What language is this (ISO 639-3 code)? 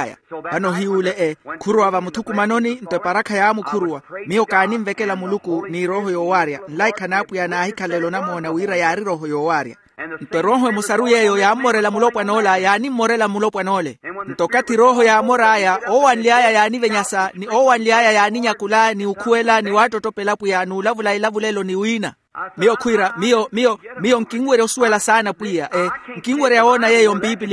vmw